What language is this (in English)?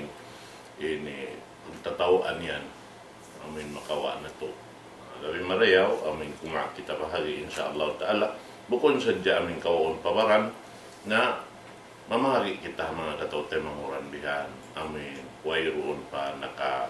Tausug